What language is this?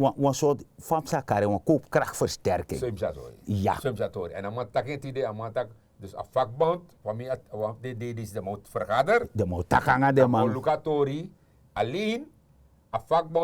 Sranan Tongo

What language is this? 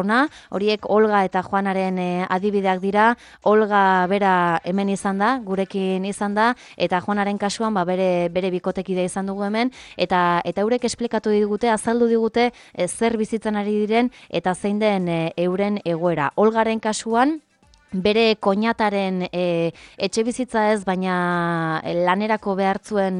Basque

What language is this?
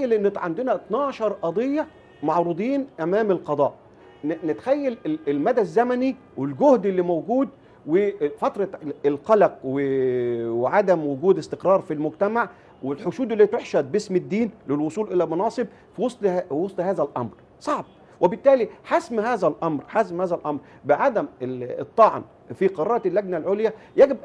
Egyptian Arabic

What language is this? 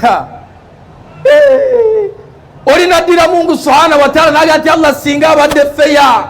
Ganda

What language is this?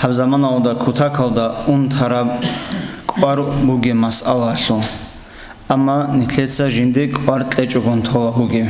Avaric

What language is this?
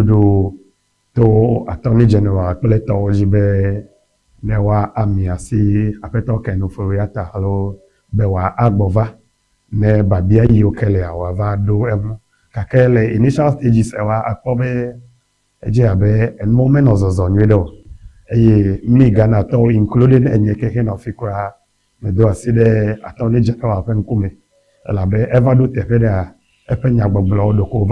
Ewe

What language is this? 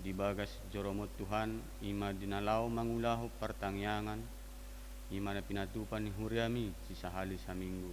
Batak Toba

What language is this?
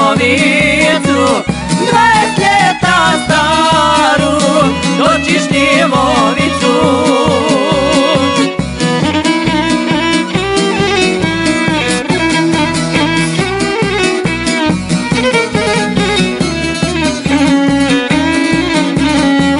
Croatian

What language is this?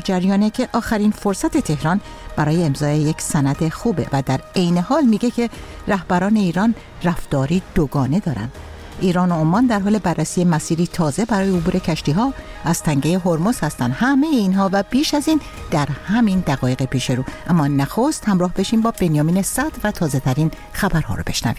Persian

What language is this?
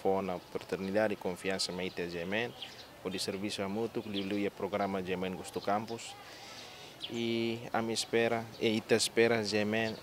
Tetum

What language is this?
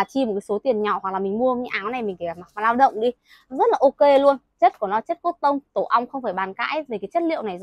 Vietnamese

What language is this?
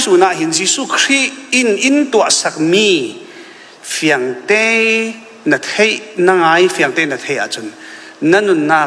Falam Chin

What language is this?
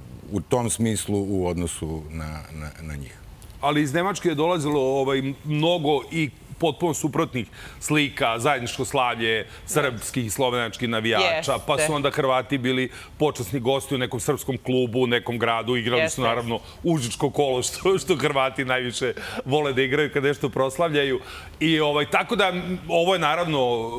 Serbian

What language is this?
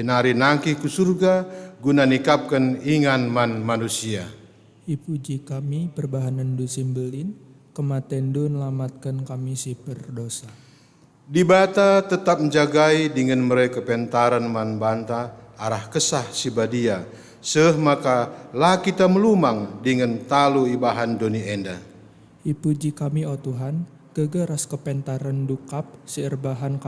Batak Karo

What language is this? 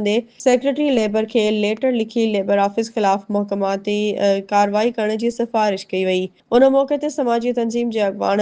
Sindhi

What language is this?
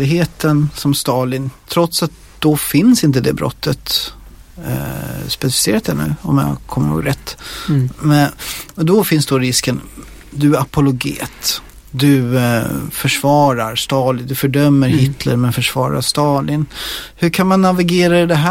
Swedish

